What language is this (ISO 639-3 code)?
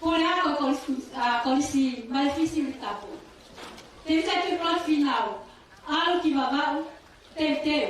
ton